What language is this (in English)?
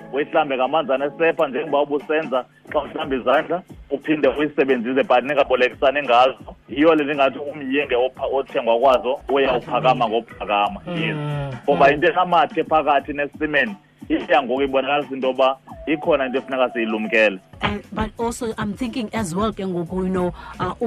Xhosa